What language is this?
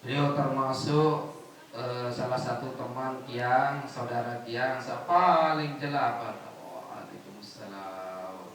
Sasak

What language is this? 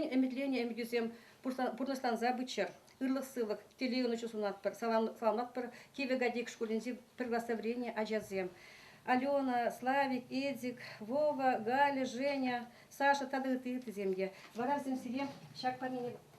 Chuvash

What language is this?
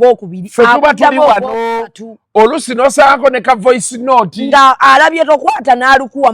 Ganda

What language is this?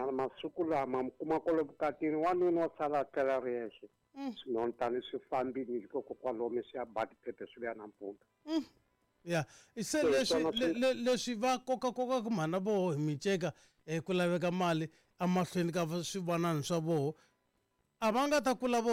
Tsonga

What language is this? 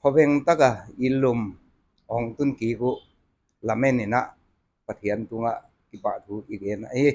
Paite Chin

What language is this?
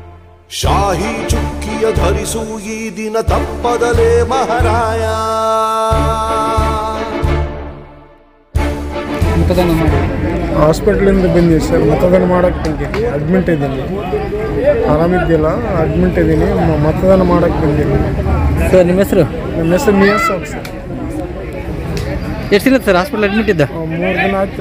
Kannada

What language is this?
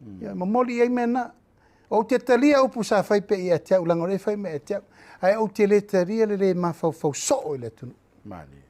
Samoan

